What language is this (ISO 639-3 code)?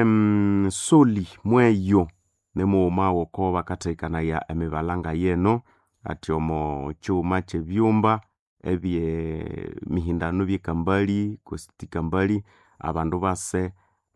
nnb